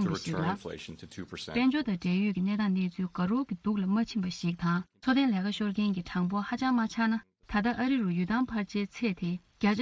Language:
Tibetan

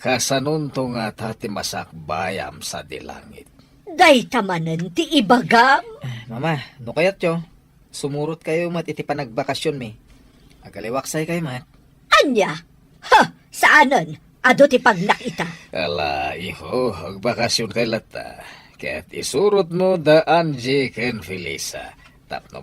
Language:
Iloko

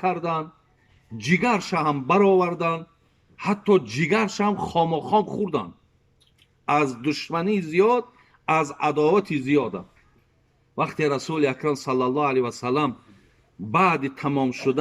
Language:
Tajik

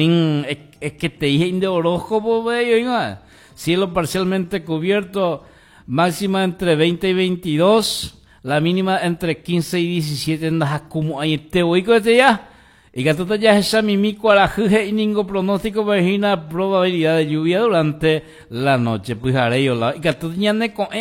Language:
Guarani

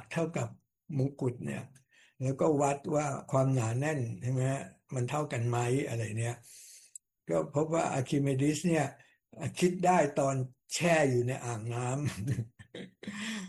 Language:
Thai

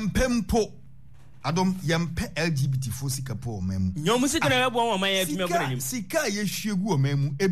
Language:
Akan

